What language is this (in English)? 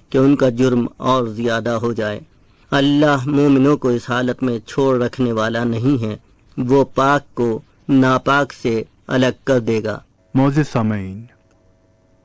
Urdu